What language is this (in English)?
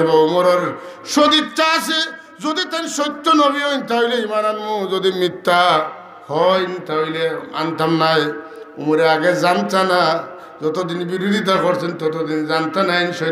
Sylheti